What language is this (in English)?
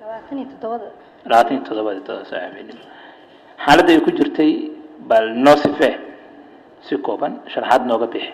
Somali